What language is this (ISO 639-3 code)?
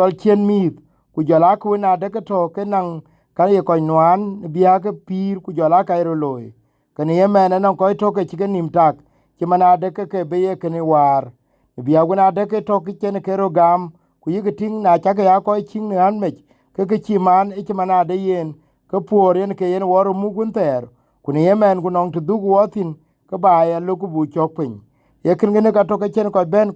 din